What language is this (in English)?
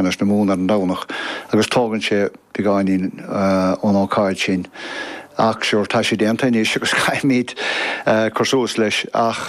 Irish